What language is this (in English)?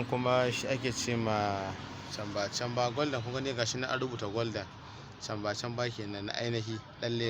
Hausa